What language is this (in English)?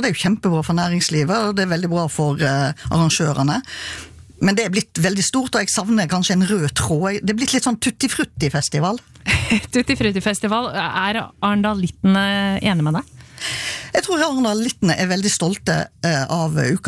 Norwegian